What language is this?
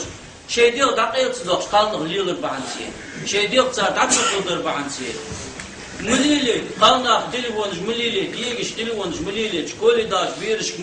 Ingush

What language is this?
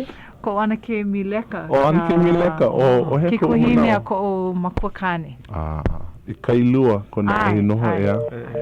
Hawaiian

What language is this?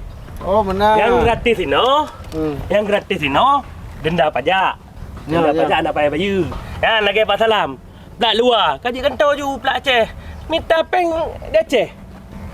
Achinese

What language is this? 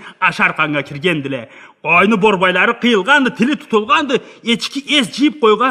Karachay-Balkar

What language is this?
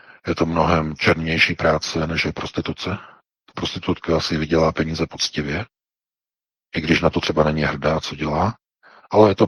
Czech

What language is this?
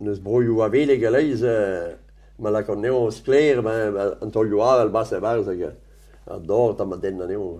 Breton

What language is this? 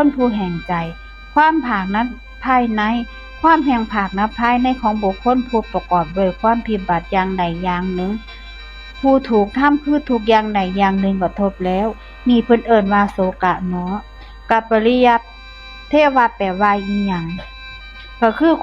Northeastern Thai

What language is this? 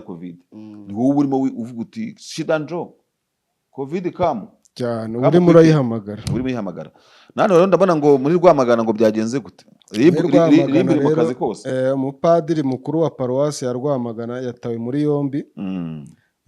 Kinyarwanda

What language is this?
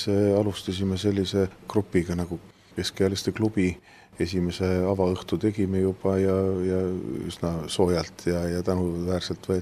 Estonian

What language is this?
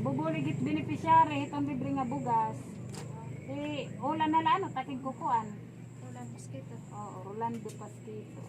Waray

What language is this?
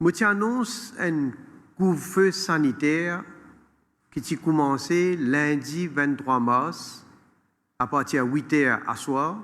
Morisyen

